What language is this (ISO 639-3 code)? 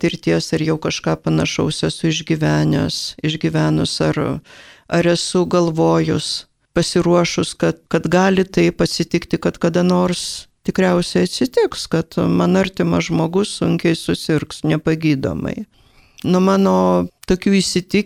lit